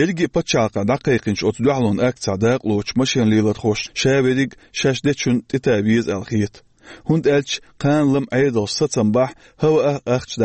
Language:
Chechen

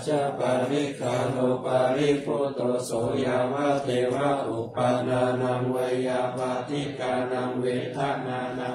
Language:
Pali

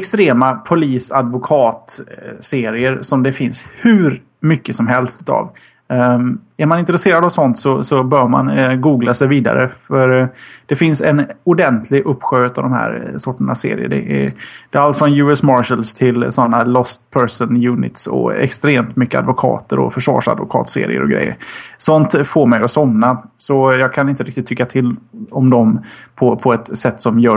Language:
Swedish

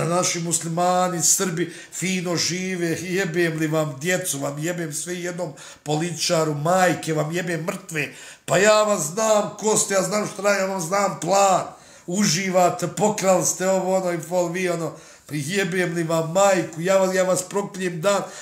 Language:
Bosnian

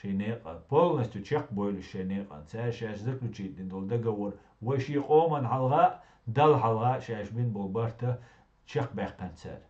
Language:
Chechen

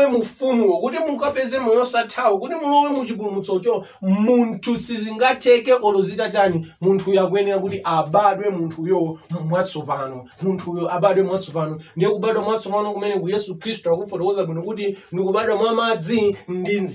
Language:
Nyanja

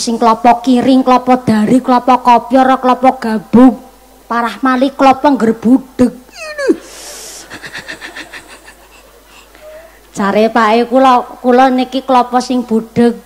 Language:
Javanese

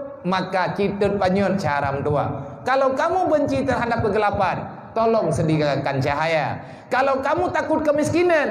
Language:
Achinese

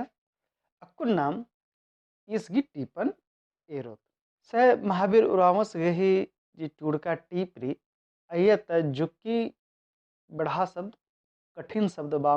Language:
Kurukh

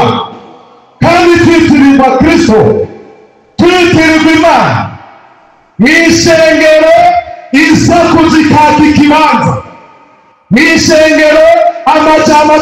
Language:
Rundi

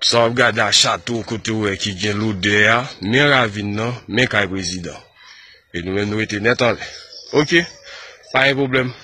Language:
Haitian Creole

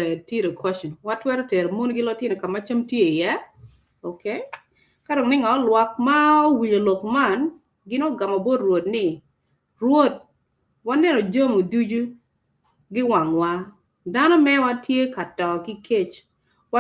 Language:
Acoli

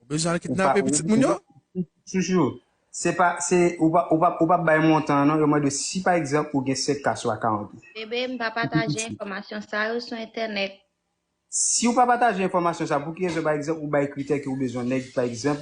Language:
Haitian Creole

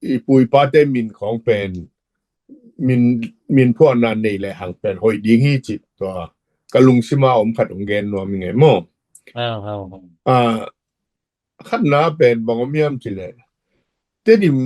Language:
Tedim Chin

